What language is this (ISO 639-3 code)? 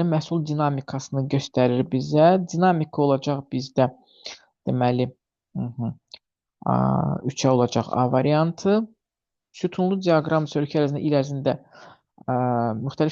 aze